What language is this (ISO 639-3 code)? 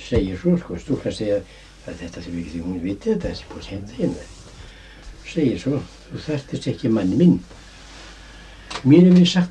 isl